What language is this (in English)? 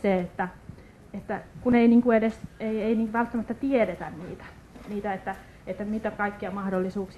Finnish